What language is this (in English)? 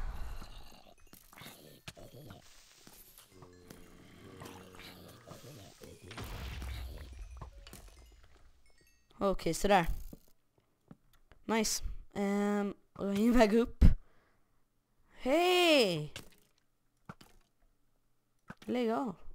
Swedish